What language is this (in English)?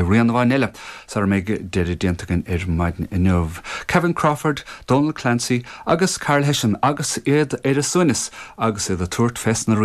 Irish